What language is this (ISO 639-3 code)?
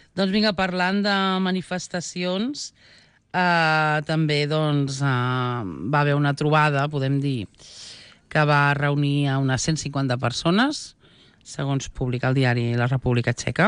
cat